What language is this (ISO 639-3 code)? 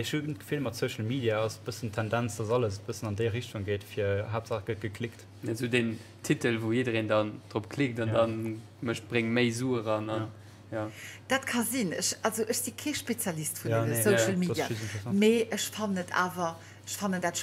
ltz